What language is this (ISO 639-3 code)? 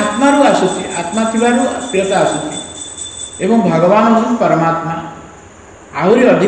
ori